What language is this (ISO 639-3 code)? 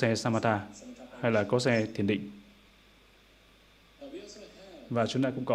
vie